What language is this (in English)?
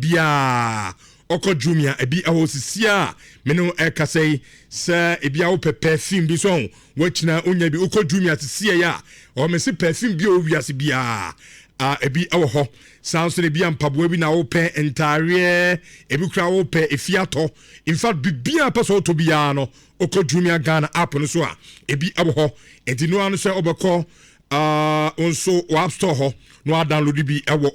Akan